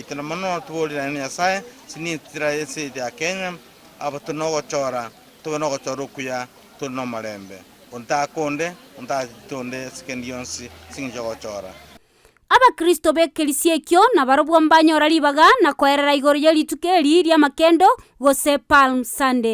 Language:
Gusii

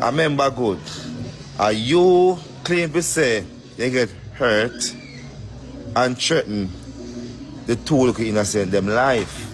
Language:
Jamaican Creole English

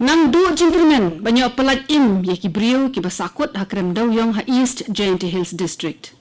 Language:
Khasi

